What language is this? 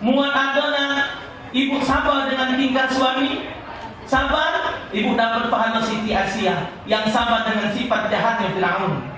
Musi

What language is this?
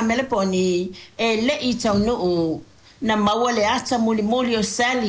Samoan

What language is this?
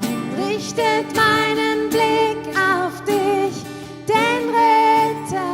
Swiss German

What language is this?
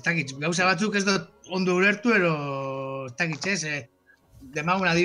Basque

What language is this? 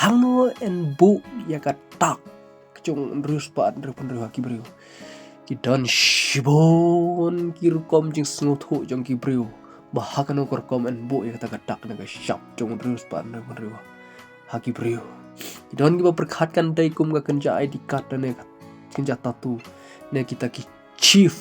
Khasi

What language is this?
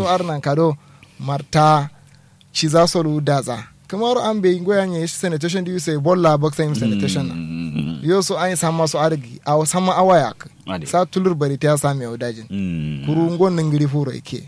Kanuri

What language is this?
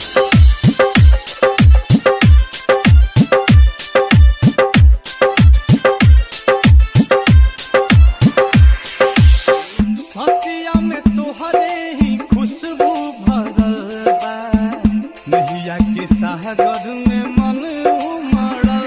Bhojpuri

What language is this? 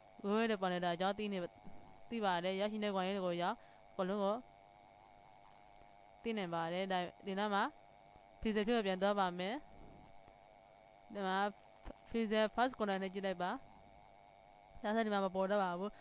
Burmese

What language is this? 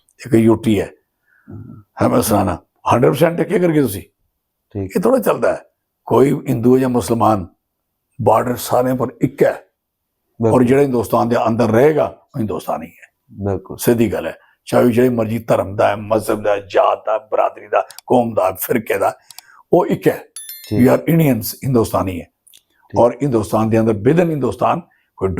Dogri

